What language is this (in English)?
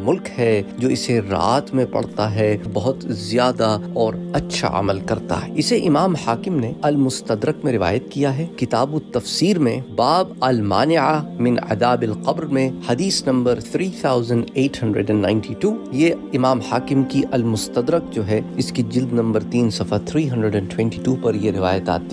Urdu